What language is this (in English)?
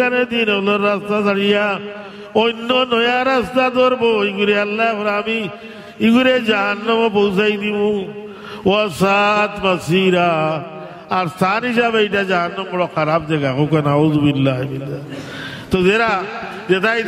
Sylheti